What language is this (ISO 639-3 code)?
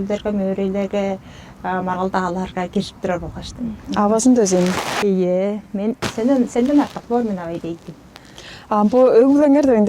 tyv